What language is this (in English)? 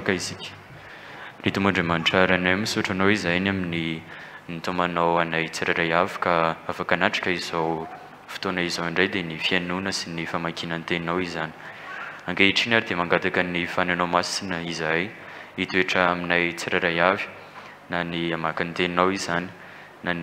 Malagasy